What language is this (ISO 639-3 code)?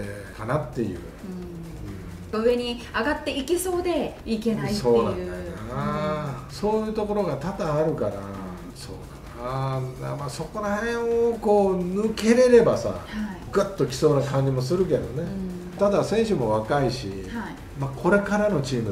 jpn